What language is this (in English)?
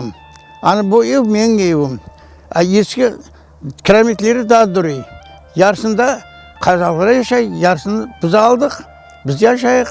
Crimean Tatar